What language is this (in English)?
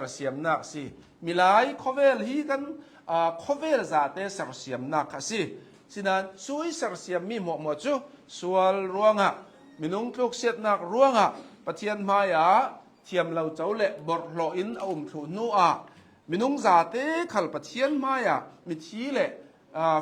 Hakha Chin